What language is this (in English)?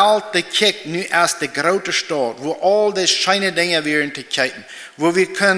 Plautdietsch